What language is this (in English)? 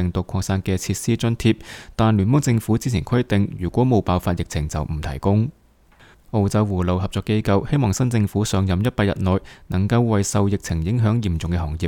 Cantonese